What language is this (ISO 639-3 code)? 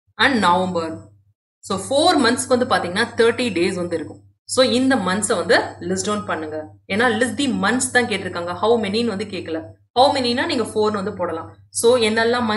tam